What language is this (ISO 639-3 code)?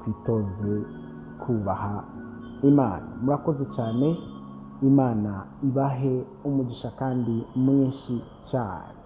kin